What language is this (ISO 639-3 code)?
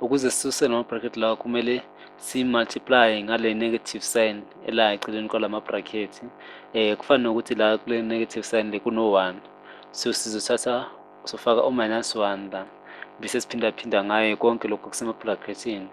zul